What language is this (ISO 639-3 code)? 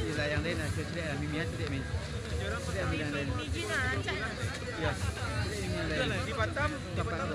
min